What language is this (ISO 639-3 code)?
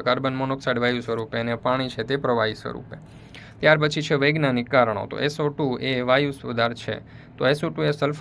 guj